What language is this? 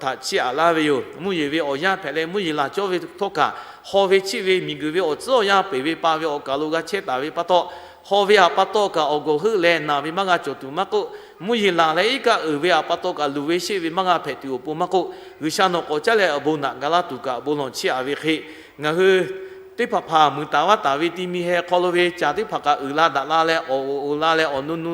Lahu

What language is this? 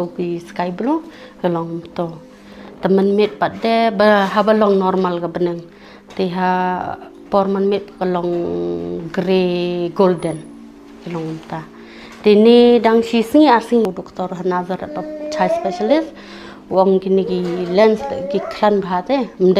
Khasi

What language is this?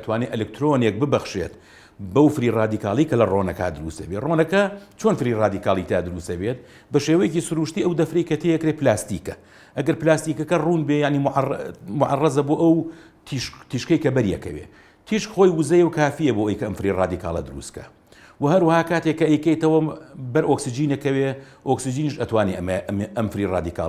Central Kurdish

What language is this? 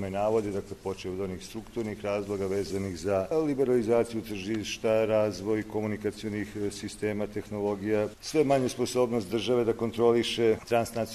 Serbian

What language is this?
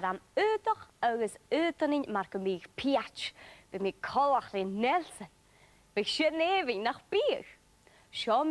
Scottish Gaelic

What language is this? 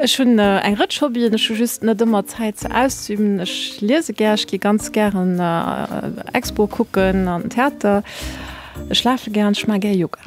Luxembourgish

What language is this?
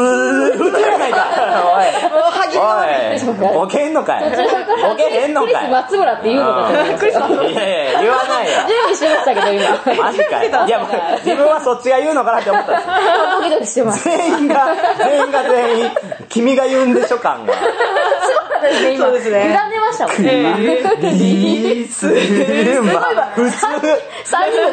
Japanese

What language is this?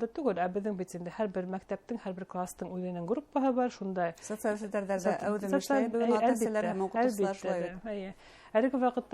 Bashkir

